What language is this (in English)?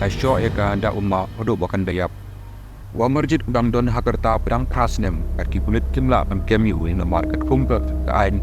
Khasi